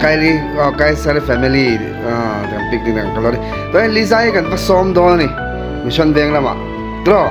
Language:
Mizo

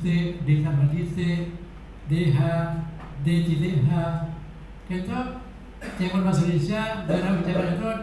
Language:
Madurese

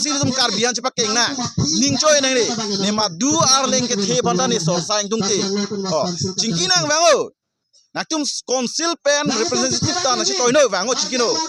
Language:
Karbi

